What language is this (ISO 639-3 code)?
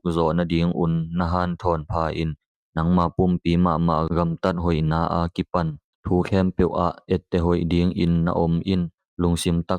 ctd